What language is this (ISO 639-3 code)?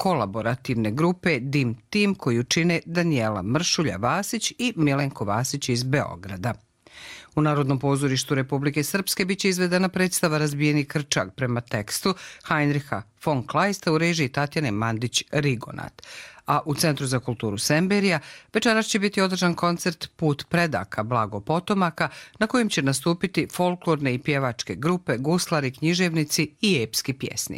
hrv